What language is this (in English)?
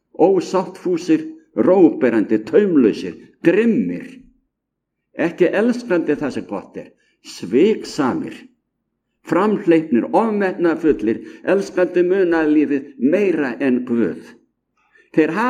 Icelandic